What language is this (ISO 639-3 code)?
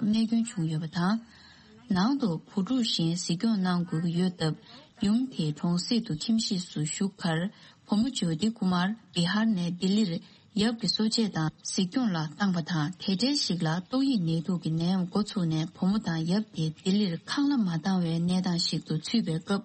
bod